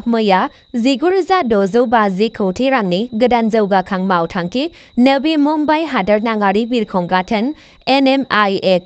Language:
Bodo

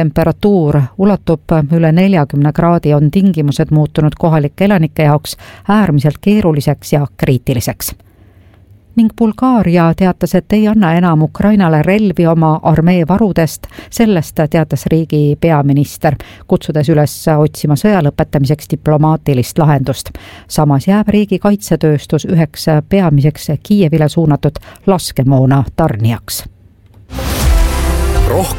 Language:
Estonian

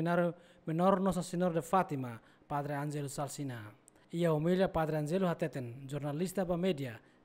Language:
Tetum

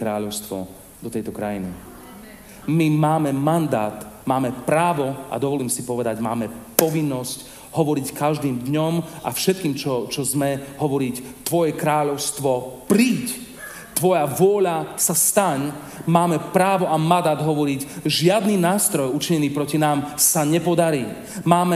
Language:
Slovak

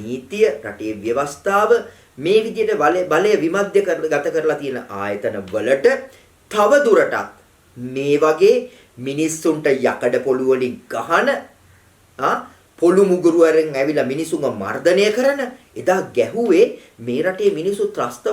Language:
Sinhala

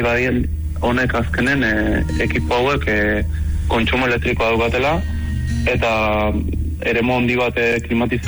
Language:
Basque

